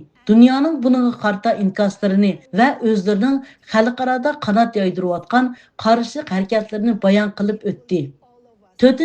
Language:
Uyghur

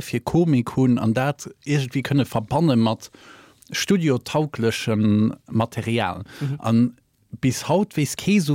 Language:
Luxembourgish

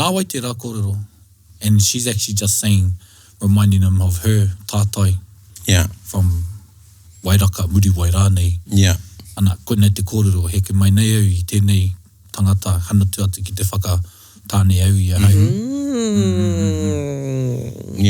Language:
Māori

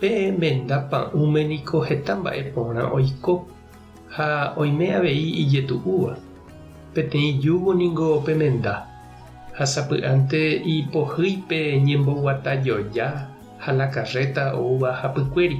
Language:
Guarani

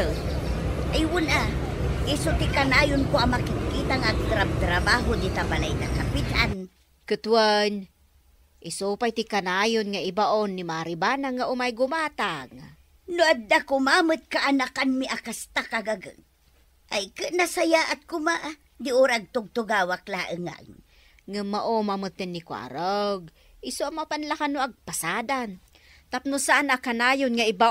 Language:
Iloko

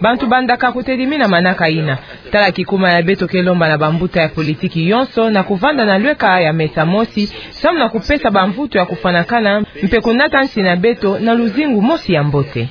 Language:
Kituba (Democratic Republic of Congo)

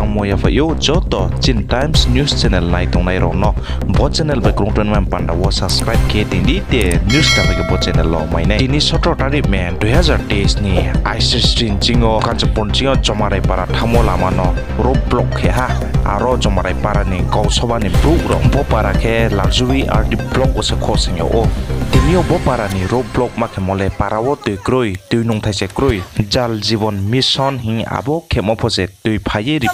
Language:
Riang (India)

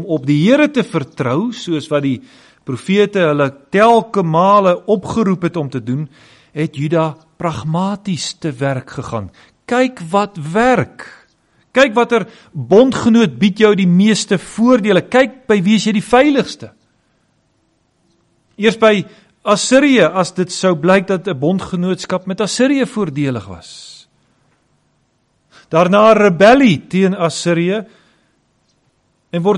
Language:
Afrikaans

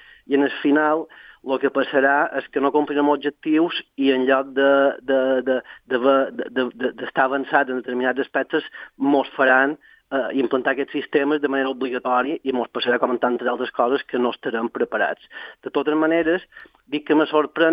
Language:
Catalan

